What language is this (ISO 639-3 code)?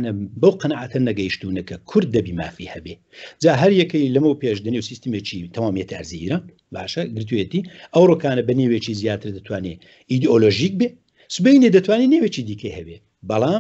ckb